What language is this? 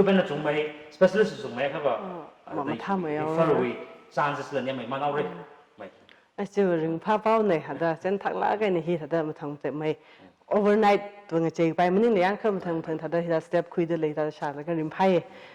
Tangkhul Naga (India)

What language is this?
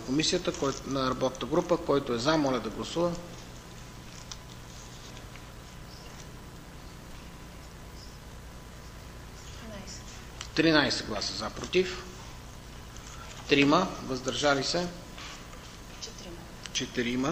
Bulgarian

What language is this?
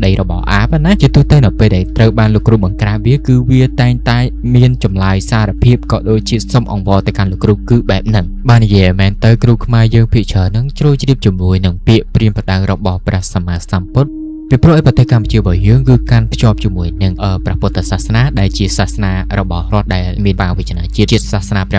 Khmer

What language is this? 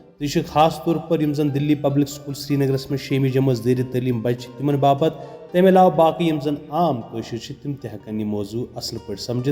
Kashmiri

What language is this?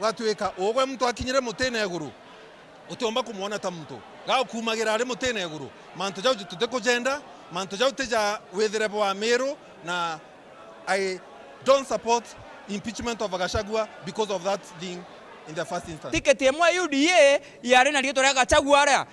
Meru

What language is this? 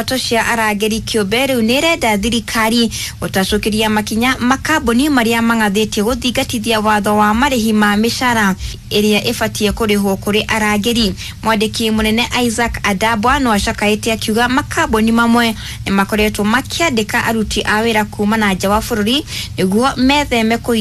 Kikuyu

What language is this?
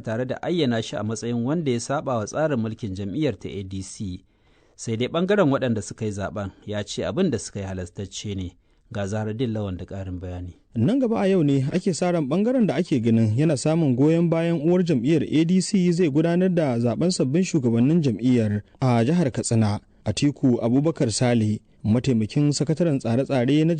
Hausa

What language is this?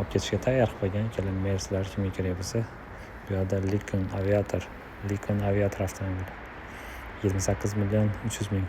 Uzbek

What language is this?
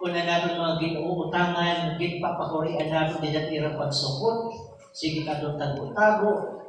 Waray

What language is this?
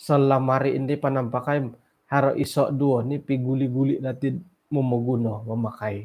Central Dusun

